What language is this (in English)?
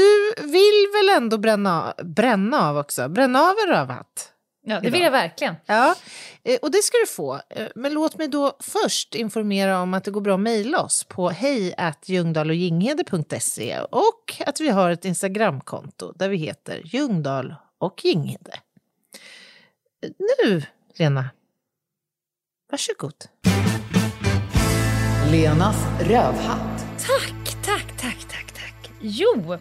Swedish